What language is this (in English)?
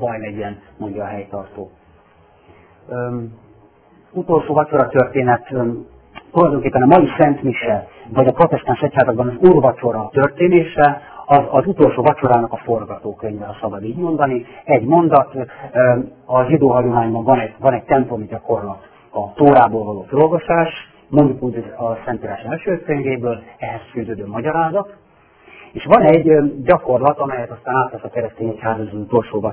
Hungarian